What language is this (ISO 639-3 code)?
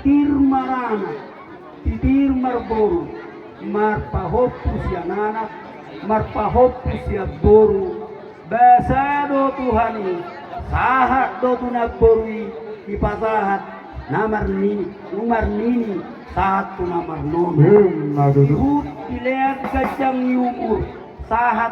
bbc